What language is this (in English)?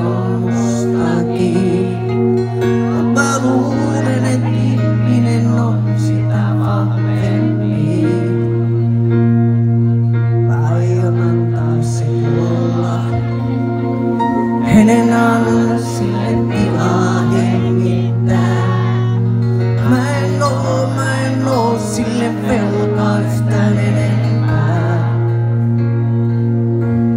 Finnish